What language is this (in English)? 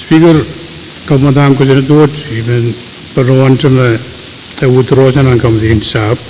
Pohnpeian